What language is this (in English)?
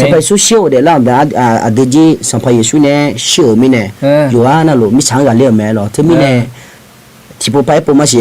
Akha